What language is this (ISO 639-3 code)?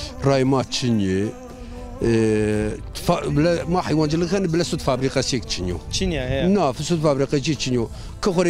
zza